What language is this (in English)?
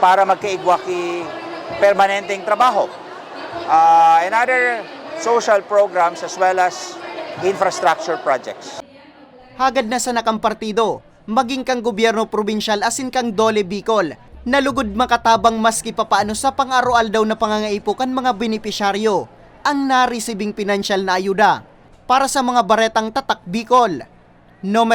Bikol